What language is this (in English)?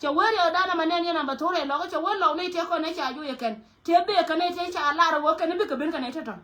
Nuer